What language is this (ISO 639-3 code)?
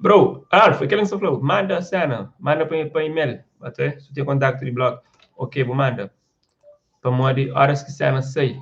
kea